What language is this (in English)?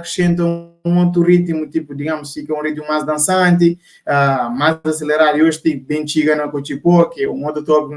Kabuverdianu